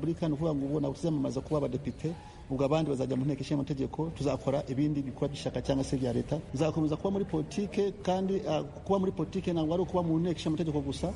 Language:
Kinyarwanda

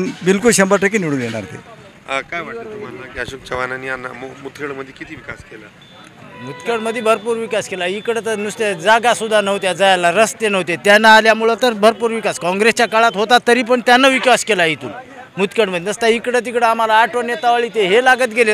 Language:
Marathi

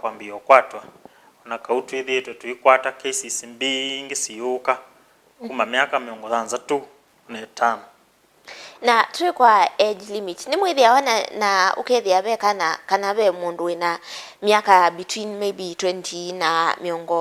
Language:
Kamba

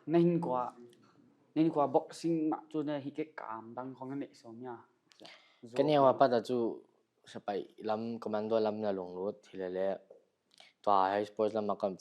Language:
Paite Chin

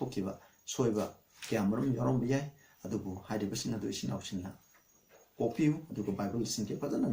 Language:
Manipuri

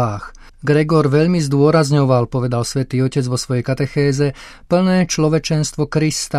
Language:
Slovak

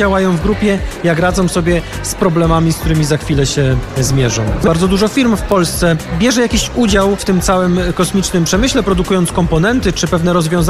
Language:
Polish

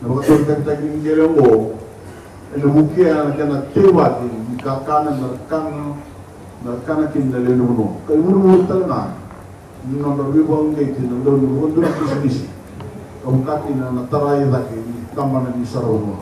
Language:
Fijian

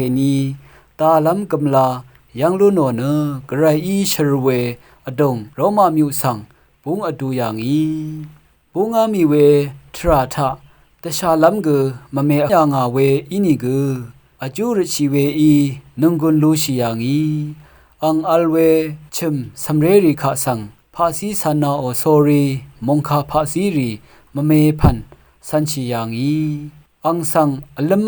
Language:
Rawang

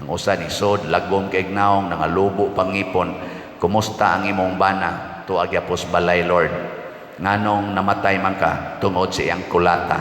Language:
Cebuano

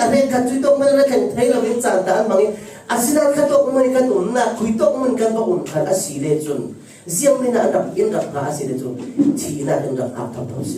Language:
Falam Chin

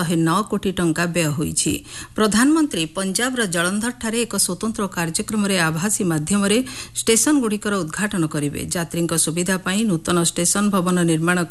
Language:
Odia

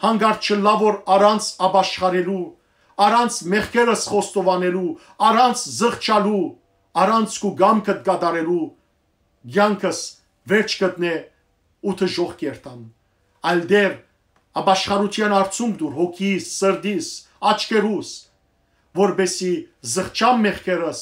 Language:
Western Armenian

